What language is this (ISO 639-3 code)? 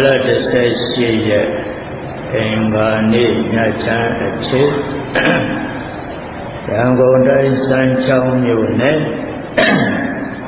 mya